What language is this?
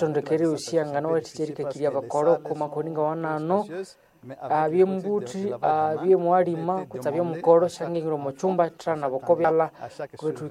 Nande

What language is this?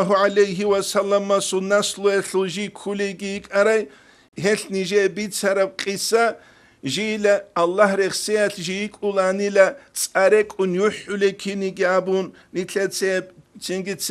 Avaric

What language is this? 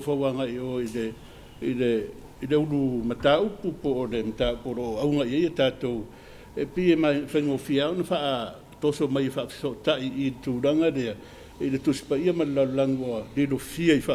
Samoan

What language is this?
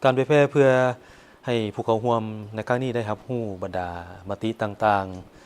Lao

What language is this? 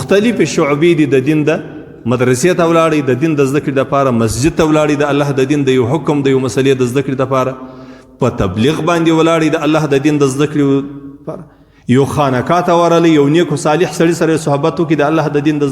Pashto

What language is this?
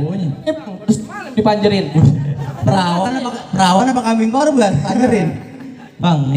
Betawi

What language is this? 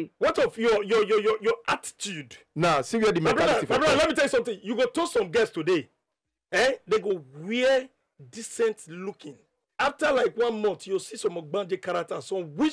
Nigerian Pidgin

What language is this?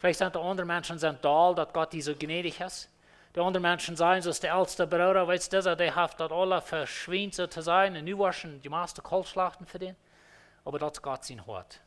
Plautdietsch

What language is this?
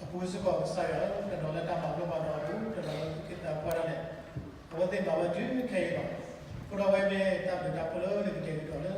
S'gaw Karen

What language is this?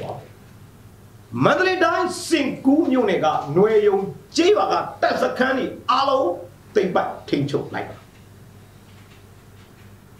Burmese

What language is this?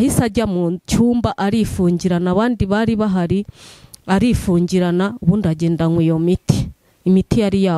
Kinyarwanda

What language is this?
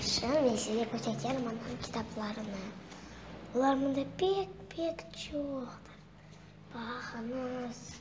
Crimean Tatar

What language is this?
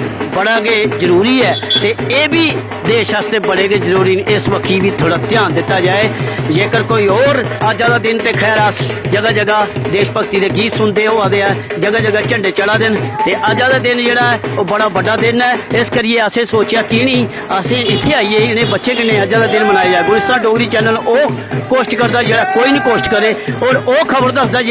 Dogri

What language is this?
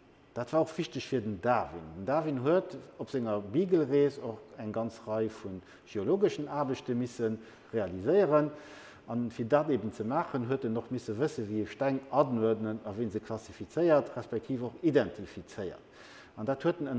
Luxembourgish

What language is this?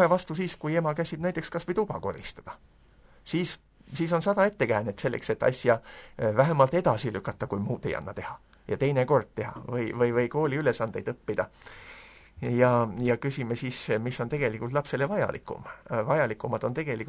Estonian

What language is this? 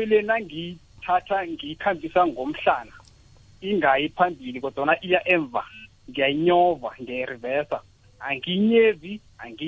South Ndebele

